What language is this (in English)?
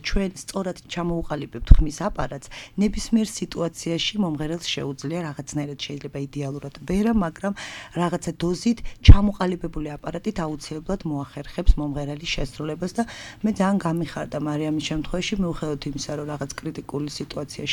Georgian